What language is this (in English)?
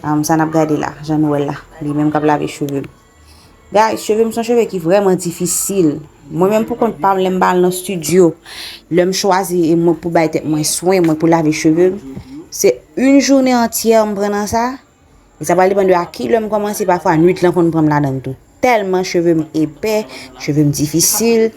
Haitian Creole